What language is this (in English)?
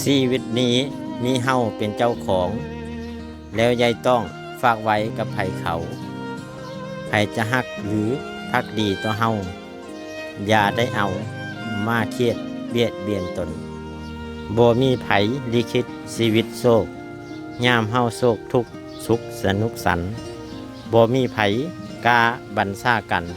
Lao